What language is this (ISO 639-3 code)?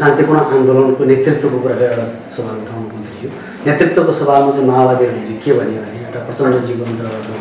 nep